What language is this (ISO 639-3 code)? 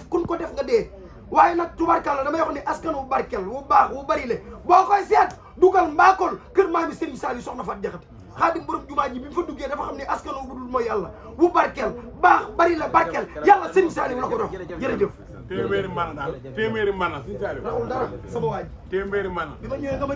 wol